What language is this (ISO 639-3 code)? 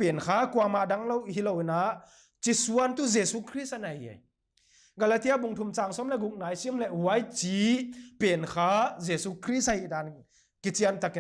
pck